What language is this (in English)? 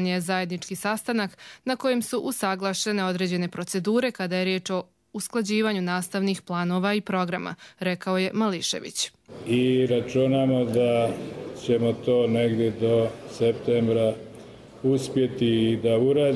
Croatian